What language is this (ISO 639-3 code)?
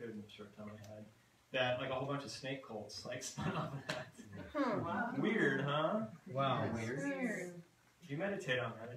eng